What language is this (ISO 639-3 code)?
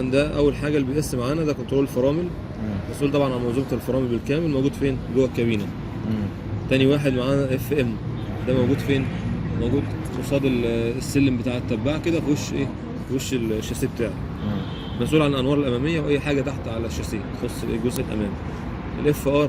arz